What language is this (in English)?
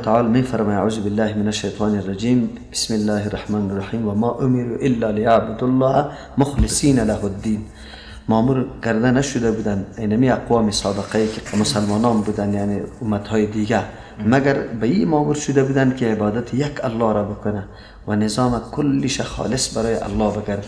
Persian